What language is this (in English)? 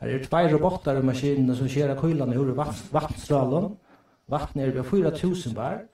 Faroese